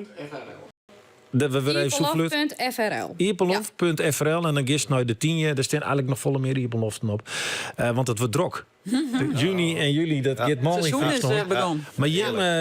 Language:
Western Frisian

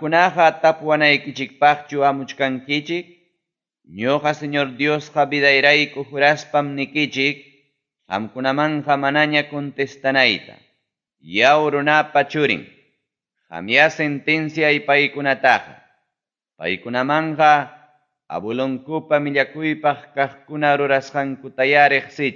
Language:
Ayacucho Quechua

